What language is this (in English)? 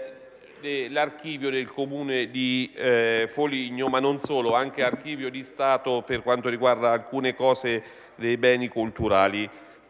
Italian